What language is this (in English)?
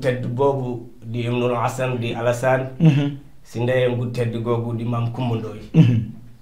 Wolof